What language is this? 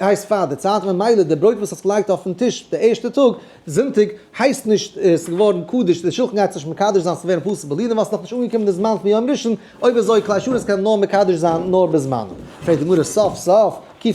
Yiddish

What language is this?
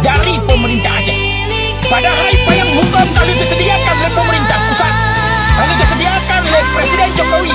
Achinese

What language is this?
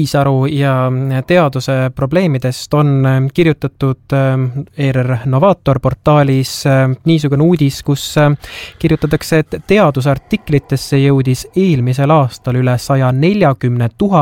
Estonian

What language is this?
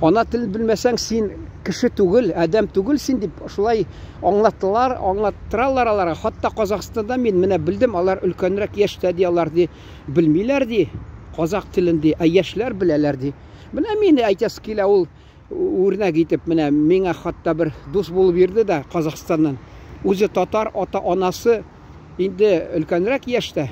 Tatar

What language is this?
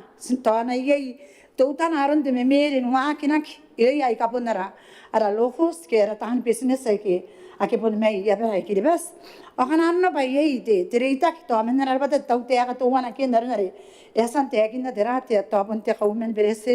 Gilbertese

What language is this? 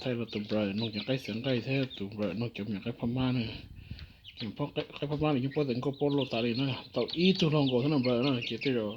Hmong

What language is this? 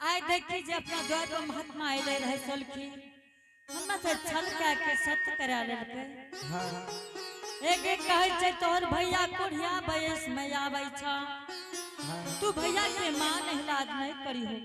Angika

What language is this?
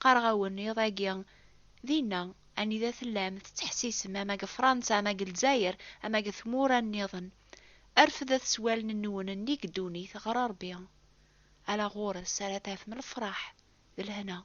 Kabyle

